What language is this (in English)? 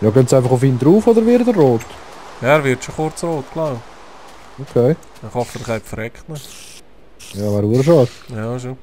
Swiss German